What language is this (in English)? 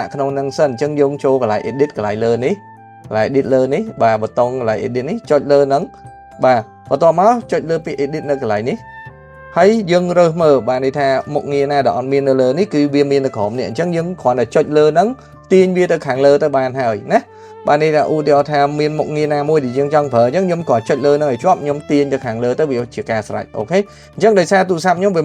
Khmer